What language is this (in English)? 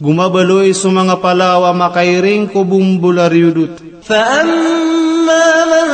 Maranao